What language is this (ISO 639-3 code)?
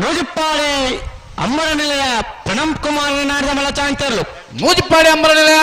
tcy